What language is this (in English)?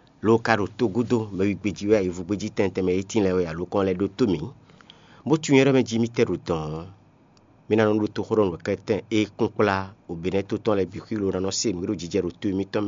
Fon